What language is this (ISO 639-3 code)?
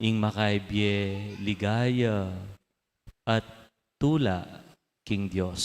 pam